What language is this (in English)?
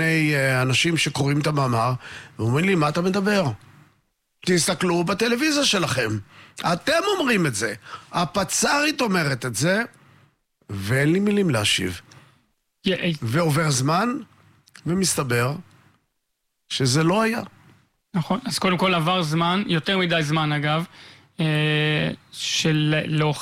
Hebrew